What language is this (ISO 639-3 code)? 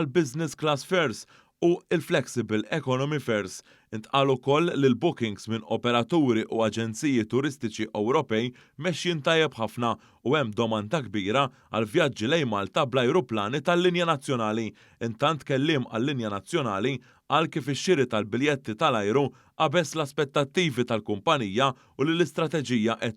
mlt